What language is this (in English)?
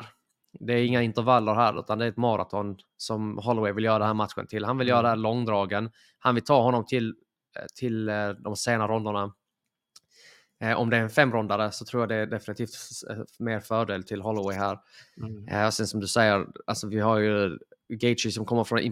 Swedish